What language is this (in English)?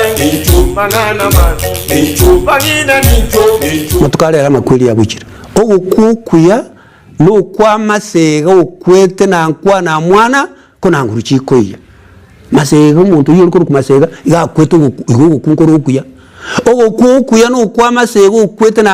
Gusii